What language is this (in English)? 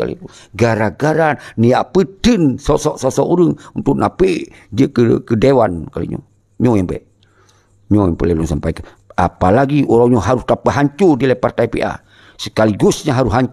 Achinese